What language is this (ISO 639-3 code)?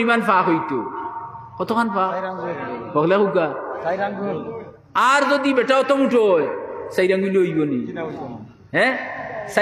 syl